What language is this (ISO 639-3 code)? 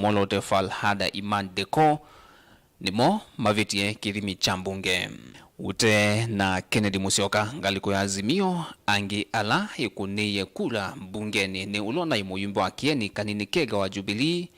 kam